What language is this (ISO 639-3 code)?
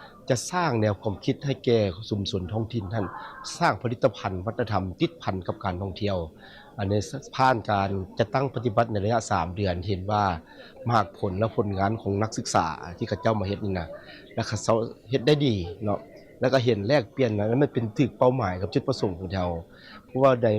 lao